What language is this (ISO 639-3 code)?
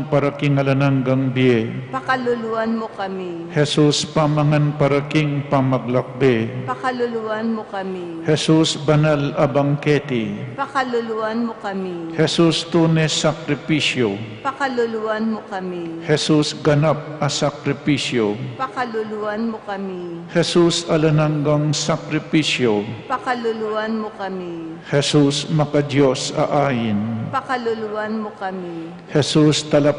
pam